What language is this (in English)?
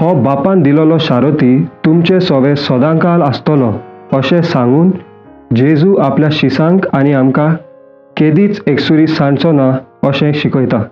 Konkani